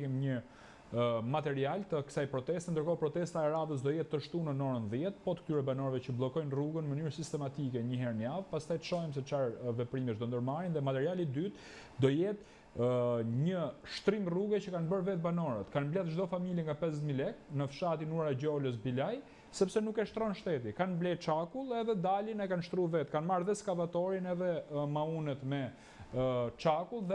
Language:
Albanian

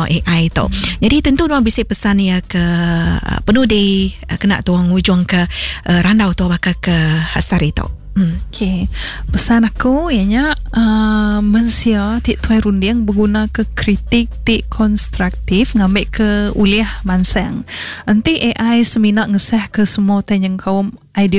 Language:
Iban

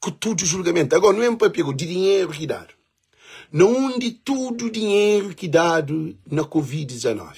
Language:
Kabuverdianu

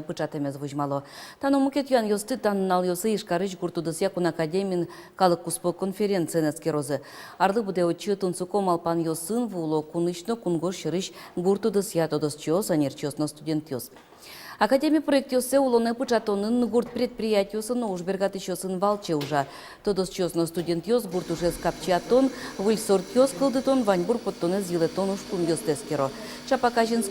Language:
Udmurt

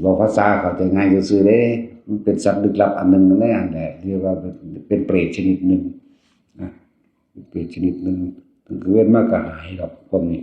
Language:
Northeastern Thai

